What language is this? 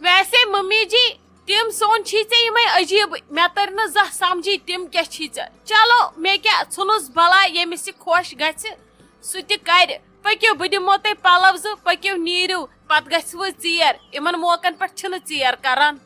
Kashmiri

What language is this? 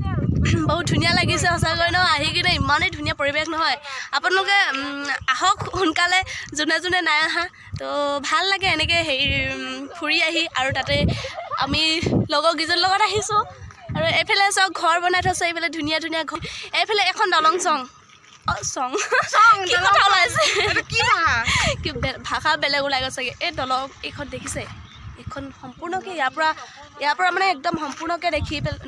Assamese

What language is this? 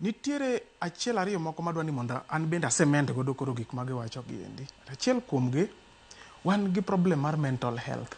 Luo (Kenya and Tanzania)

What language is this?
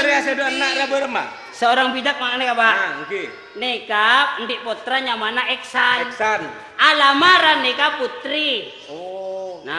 Madurese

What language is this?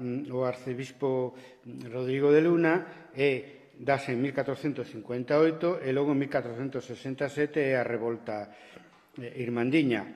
Galician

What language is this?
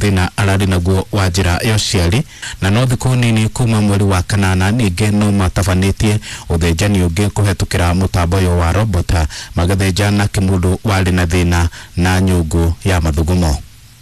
Kikuyu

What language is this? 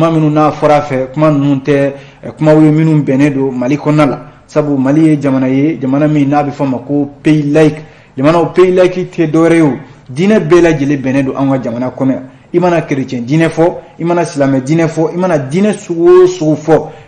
Bambara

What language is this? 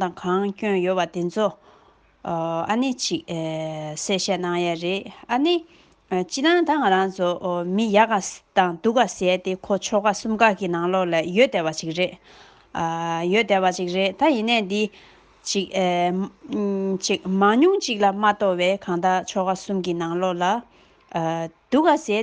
Tibetan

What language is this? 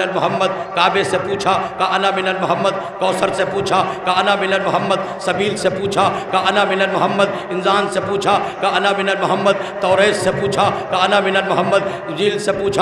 Urdu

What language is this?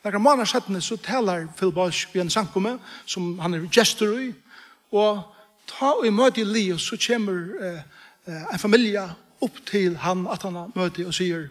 Faroese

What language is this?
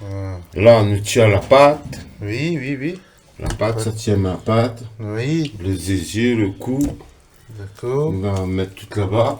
Réunion Creole French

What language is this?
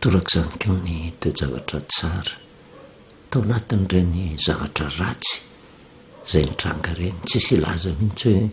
Malagasy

